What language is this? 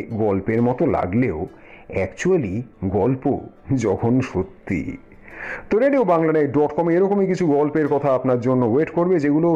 Bangla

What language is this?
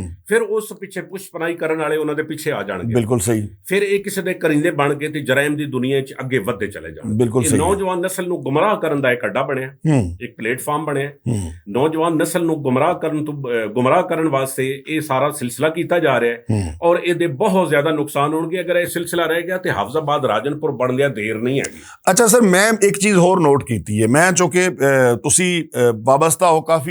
Western Panjabi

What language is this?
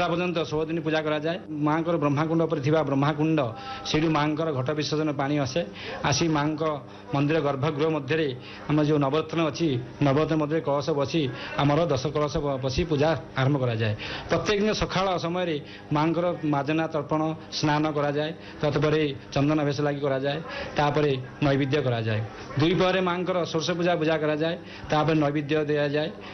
Odia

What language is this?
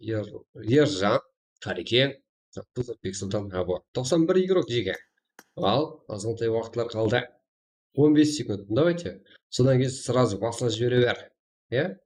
Kara-Kalpak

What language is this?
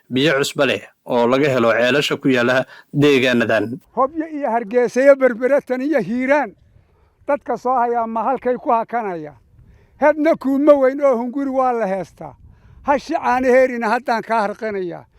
Somali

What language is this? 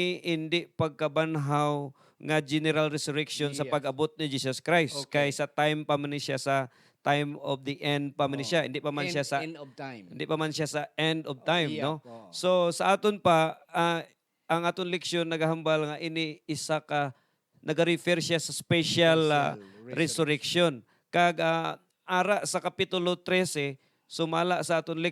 Hiligaynon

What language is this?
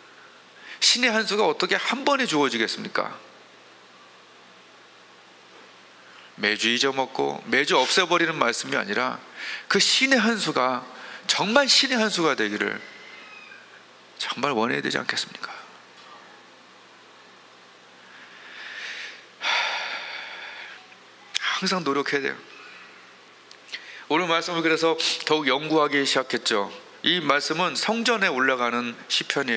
Korean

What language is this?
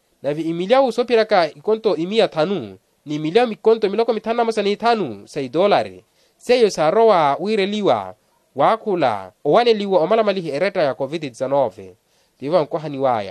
Makhuwa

